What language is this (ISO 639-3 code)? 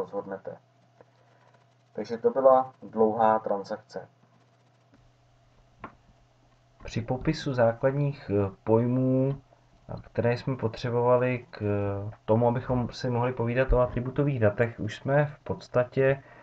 ces